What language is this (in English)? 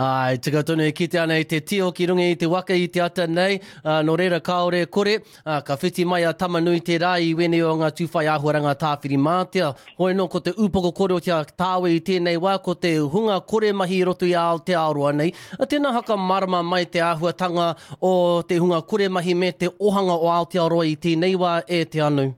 Māori